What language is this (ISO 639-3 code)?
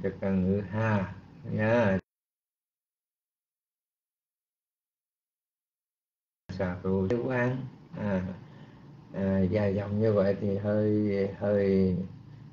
vie